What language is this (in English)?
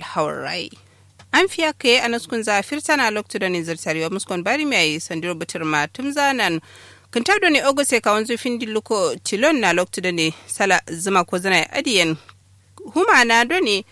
Kanuri